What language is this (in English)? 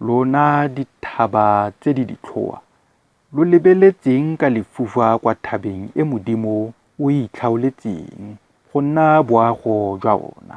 Tswana